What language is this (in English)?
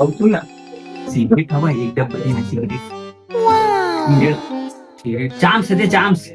Chhattisgarhi